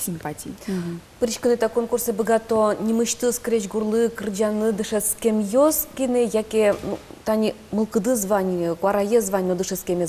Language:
Udmurt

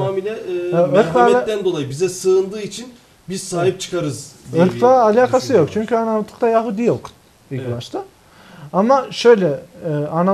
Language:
Turkish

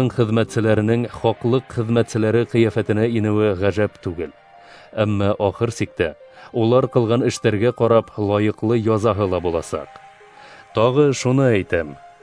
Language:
Bashkir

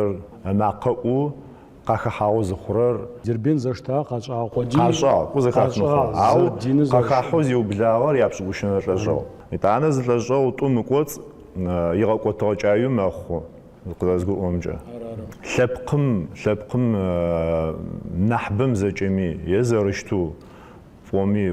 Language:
Adyghe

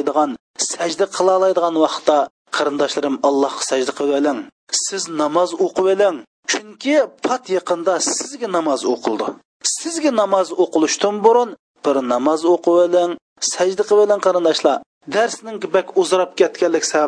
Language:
Uyghur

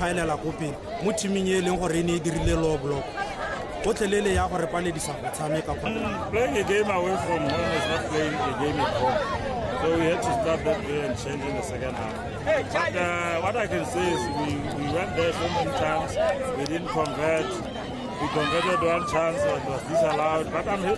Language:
Tswana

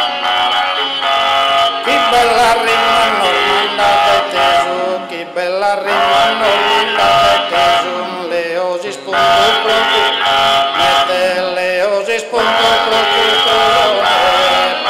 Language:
Sardinian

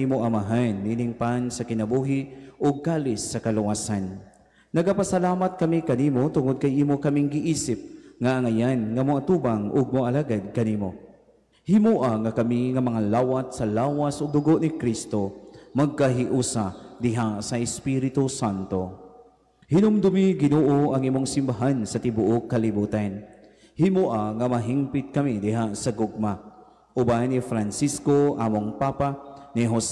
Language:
Cebuano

